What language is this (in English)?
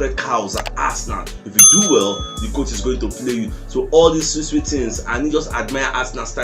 Nigerian Pidgin